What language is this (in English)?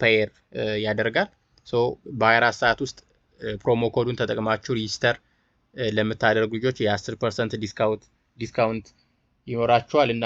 Amharic